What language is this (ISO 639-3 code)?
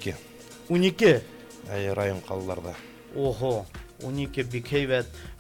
bak